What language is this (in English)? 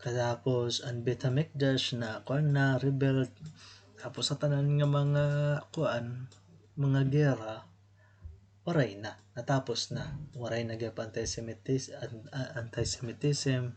Waray